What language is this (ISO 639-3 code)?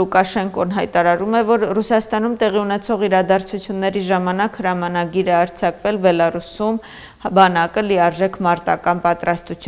hye